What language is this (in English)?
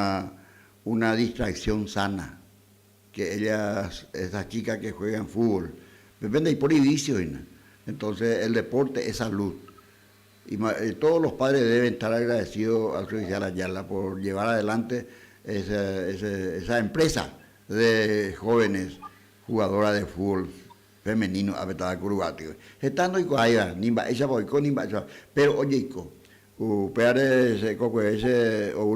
Guarani